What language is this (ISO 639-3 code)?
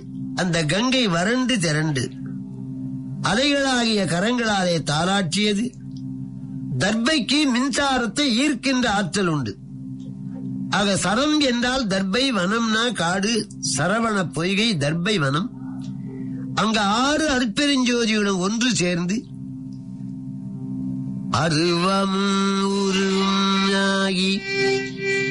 tam